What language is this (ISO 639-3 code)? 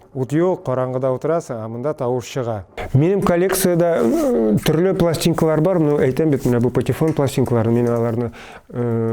tat